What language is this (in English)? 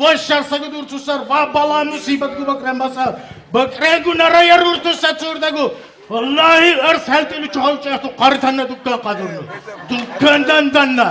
Lak